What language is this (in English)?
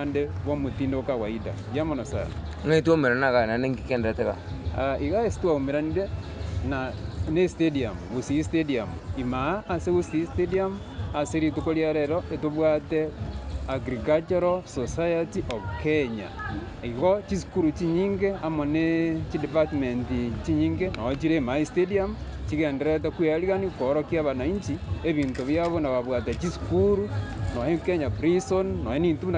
Gusii